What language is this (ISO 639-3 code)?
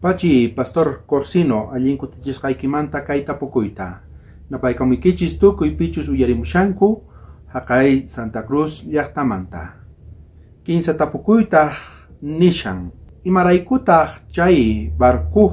quh